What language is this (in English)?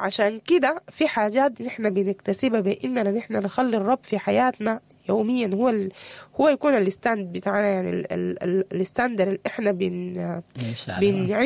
Sudanese Arabic